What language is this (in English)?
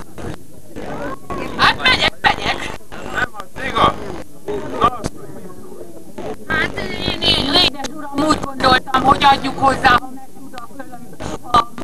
Hungarian